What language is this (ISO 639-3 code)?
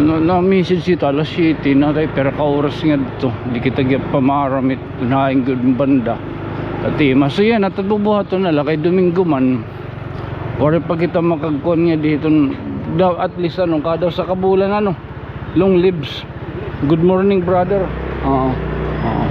war